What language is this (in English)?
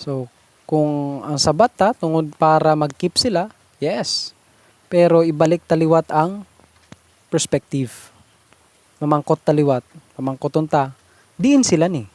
Hiligaynon